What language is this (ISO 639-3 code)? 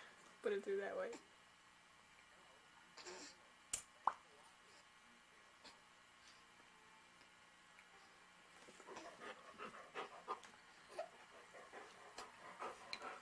eng